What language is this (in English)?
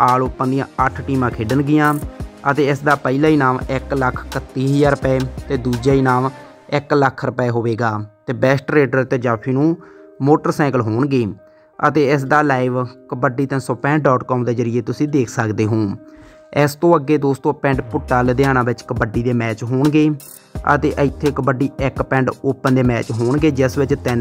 Punjabi